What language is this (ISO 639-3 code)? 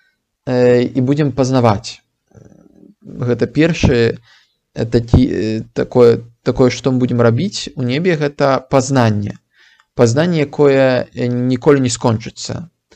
bel